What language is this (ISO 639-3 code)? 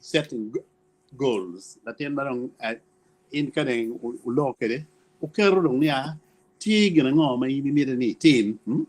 ach